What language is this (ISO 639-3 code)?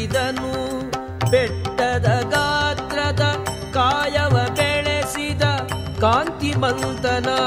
kan